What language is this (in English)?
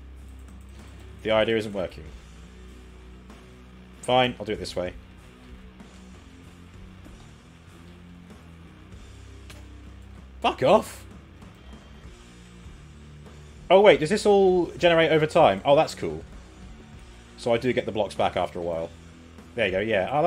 English